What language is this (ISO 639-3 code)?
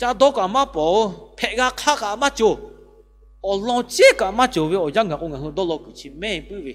lhu